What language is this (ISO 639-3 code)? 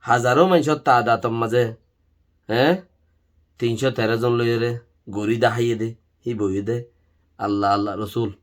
rhg